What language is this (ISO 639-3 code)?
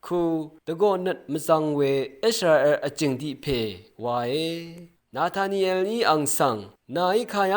raw